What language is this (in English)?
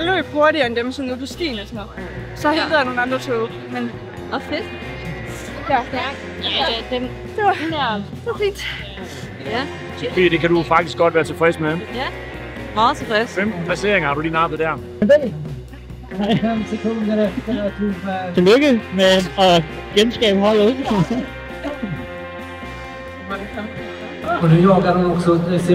Danish